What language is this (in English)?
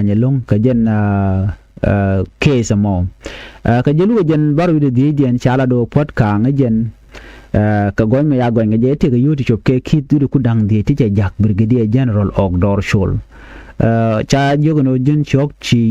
Nuer